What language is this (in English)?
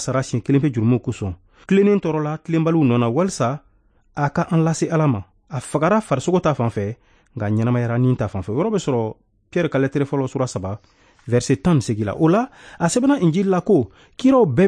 Bambara